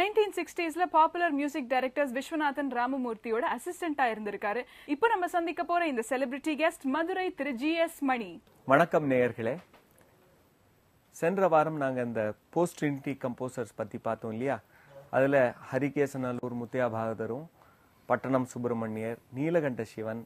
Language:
Tamil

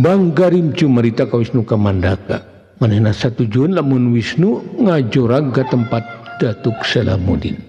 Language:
Sundanese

